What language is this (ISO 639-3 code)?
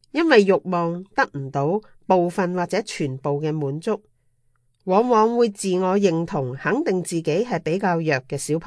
yue